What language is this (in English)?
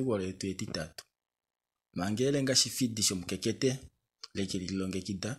Kuanyama